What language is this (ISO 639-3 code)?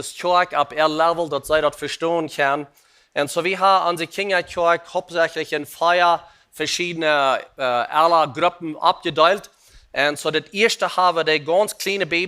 pdt